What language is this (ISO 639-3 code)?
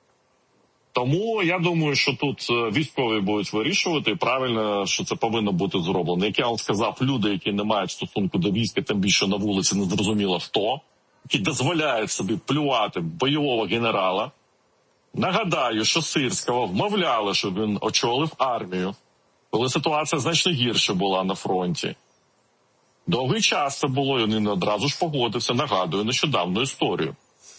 ukr